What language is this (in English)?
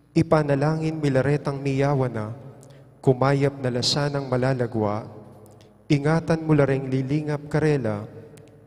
Pampanga